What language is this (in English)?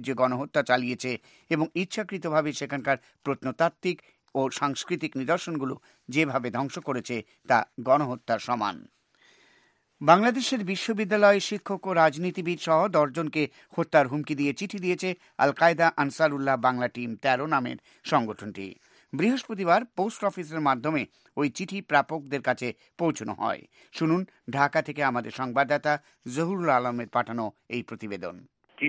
Bangla